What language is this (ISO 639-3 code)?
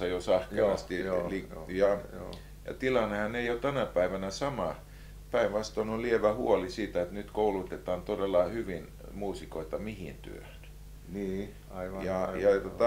fin